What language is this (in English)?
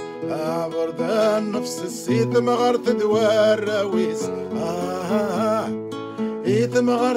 Kabyle